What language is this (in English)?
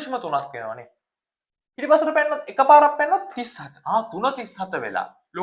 Sinhala